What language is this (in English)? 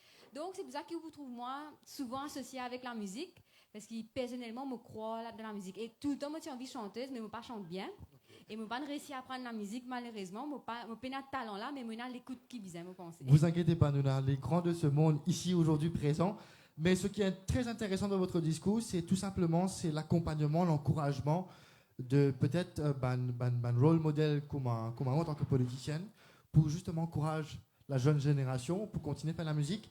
Morisyen